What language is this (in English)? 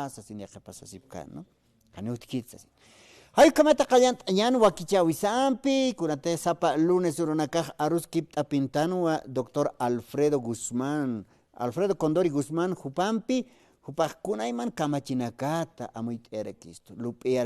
Aymara